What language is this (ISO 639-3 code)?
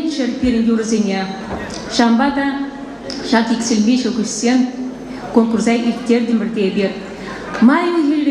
chv